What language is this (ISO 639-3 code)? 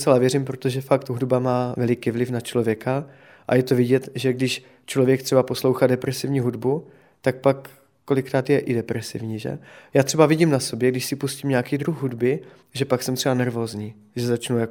ces